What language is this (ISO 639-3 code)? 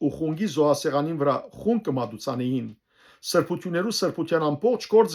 hyw